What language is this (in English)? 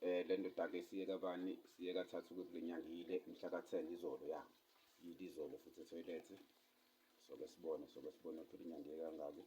Zulu